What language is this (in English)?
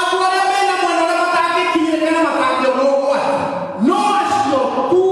Kikuyu